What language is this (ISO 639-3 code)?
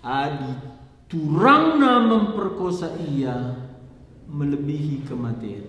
btx